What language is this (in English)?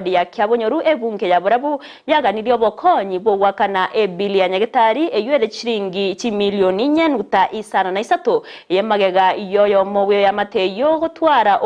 Gusii